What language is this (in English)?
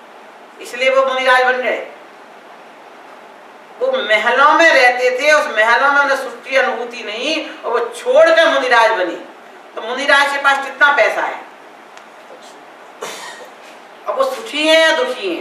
Hindi